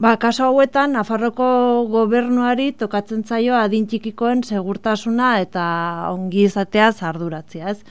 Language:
Basque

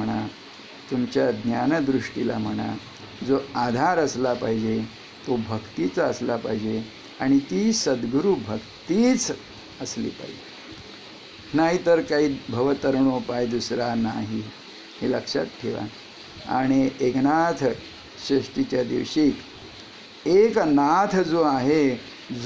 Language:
Marathi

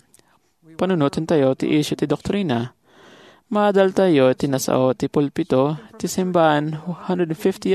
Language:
Iloko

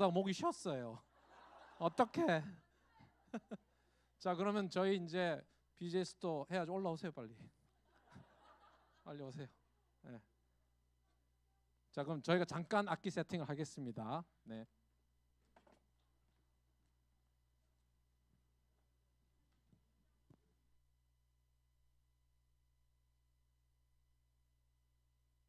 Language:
Korean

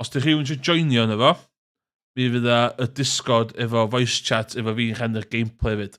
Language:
Welsh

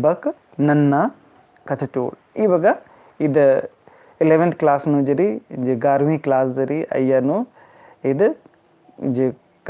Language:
Kurukh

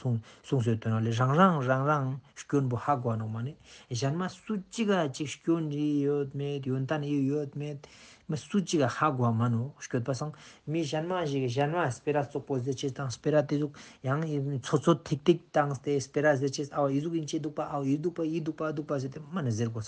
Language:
Ladakhi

